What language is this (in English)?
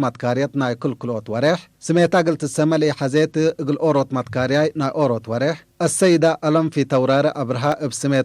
Tigre